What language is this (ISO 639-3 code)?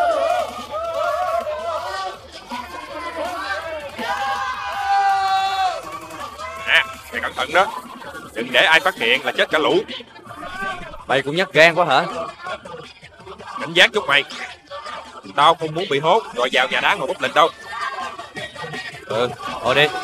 vie